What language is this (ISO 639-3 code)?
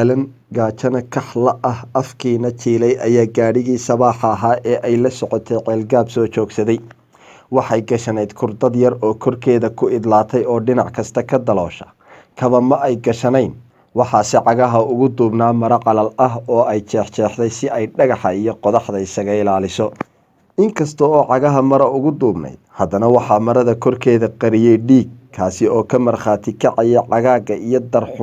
som